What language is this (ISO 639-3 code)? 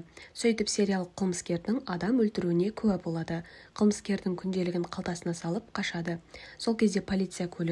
kaz